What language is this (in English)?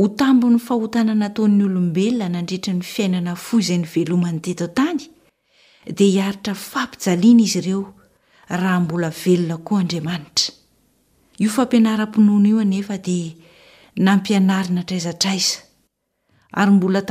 Malagasy